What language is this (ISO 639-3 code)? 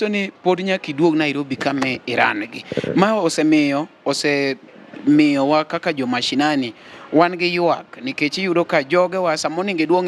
luo